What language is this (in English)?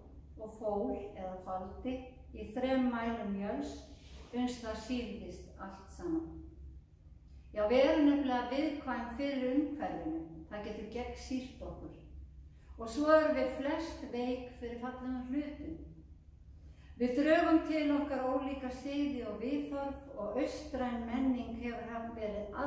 Icelandic